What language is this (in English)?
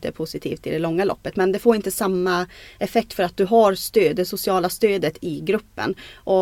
Swedish